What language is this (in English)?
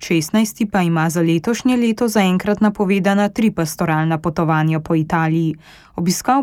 Slovenian